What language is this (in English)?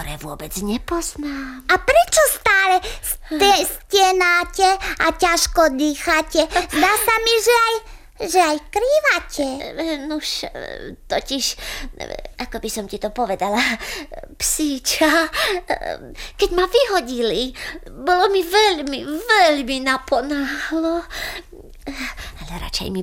Slovak